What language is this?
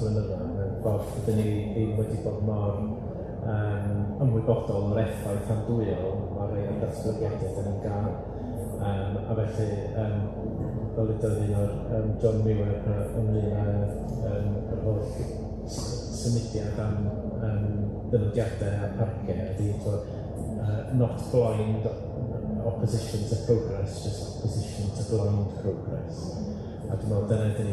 Welsh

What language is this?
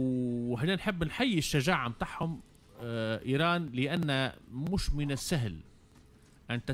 Tunisian Arabic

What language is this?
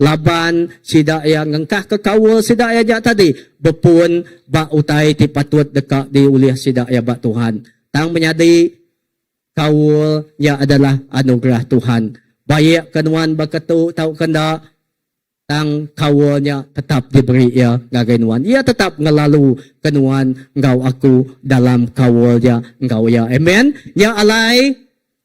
Iban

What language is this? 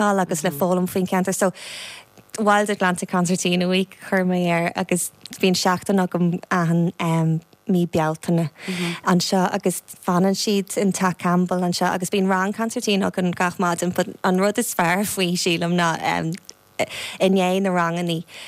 Irish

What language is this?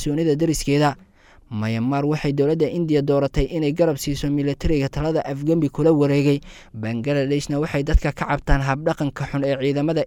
Somali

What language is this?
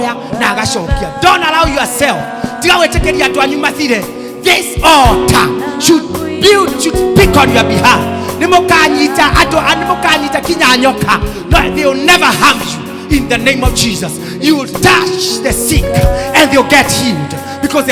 Kikuyu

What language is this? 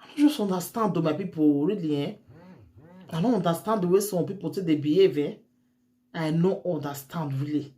Nigerian Pidgin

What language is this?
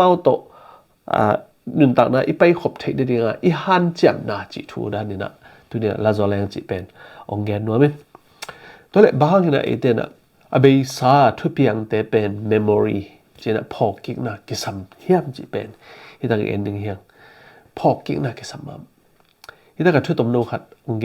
Tedim Chin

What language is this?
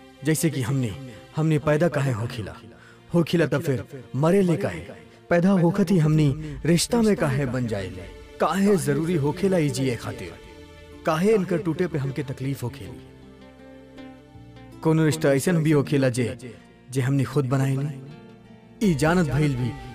Bhojpuri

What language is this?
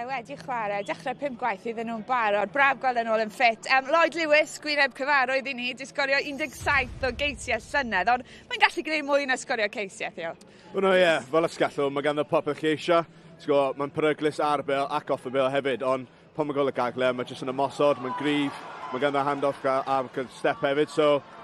Welsh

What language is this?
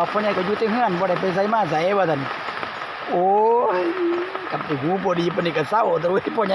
Northeastern Thai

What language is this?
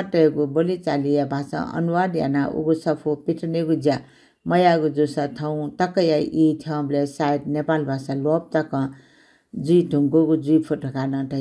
Newari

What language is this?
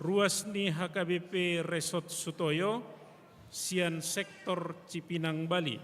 Batak Toba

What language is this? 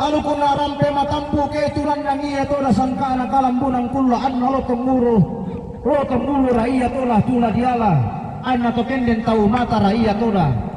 Toraja-Sa'dan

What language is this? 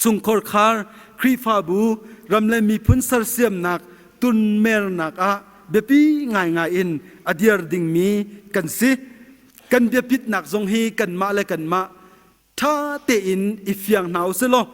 Hakha Chin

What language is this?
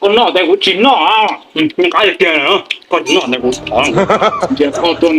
Hmong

